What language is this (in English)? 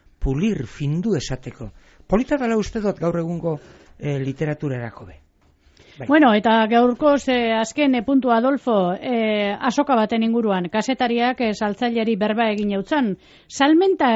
Basque